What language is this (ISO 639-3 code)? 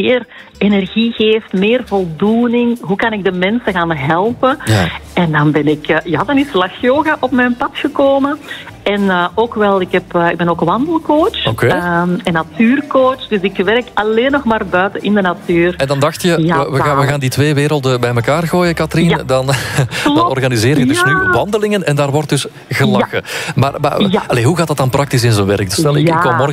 nld